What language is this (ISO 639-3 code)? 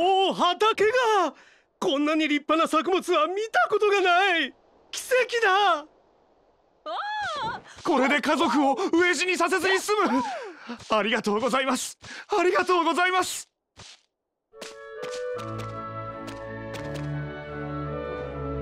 jpn